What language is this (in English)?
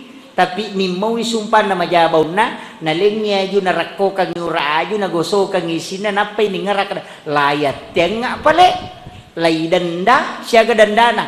Buginese